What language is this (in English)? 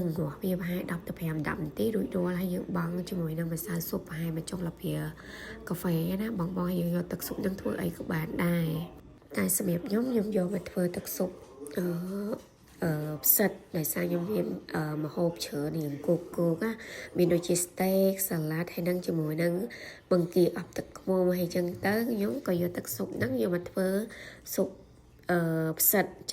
Khmer